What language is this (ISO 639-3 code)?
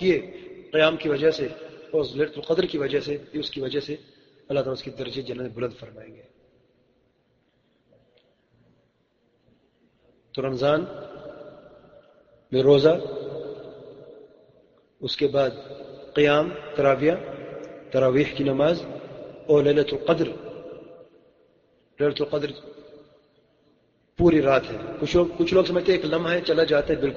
urd